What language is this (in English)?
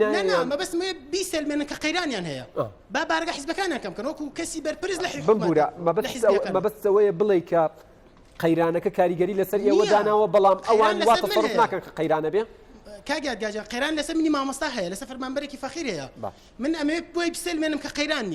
Central Kurdish